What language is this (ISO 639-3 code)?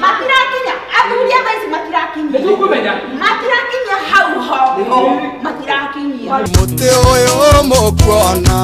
kik